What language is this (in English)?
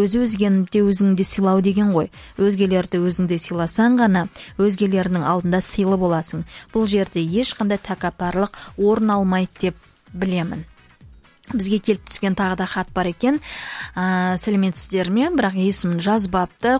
Kazakh